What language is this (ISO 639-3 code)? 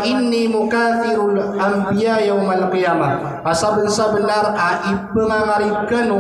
mrw